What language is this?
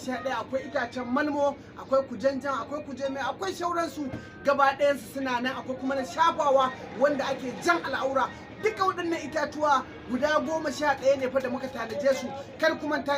Hausa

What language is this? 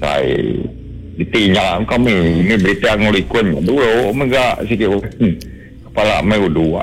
Iban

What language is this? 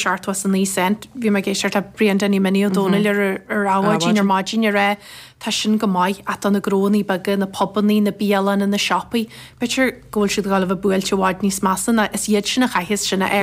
Irish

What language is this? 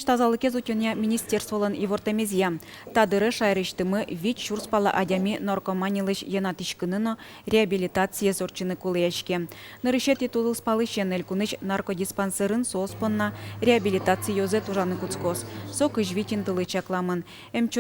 Udmurt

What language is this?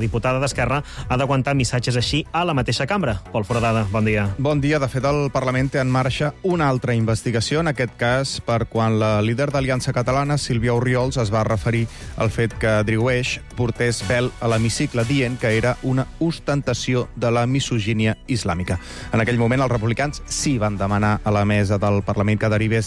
Catalan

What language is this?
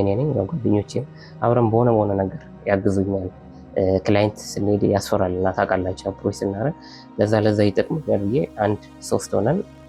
Amharic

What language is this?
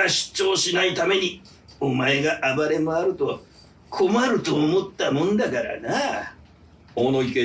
Japanese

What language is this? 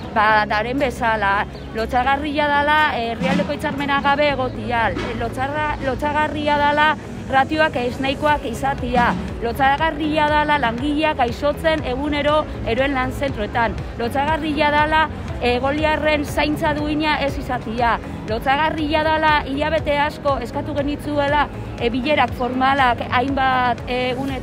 Basque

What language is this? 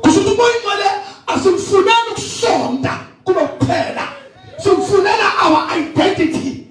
Zulu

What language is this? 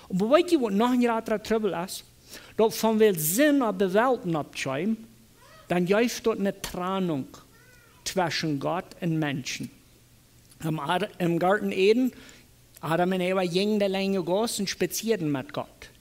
Plautdietsch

